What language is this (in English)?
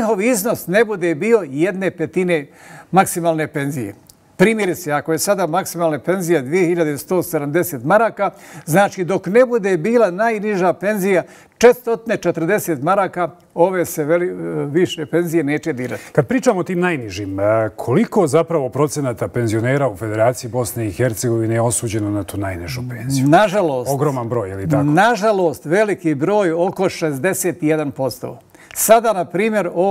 Bosnian